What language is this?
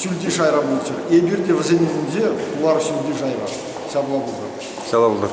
Chuvash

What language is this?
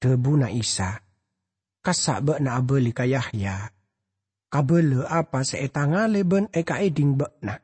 Madurese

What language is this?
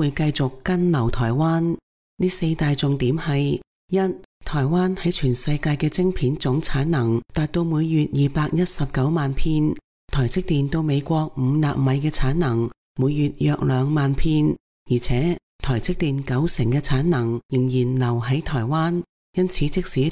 Cantonese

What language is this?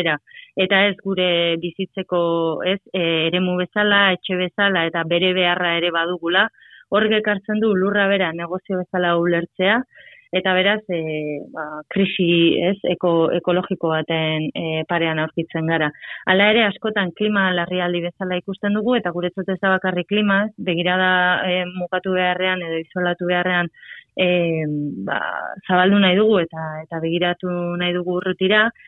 Basque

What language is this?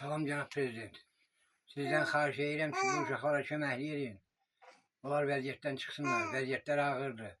Azerbaijani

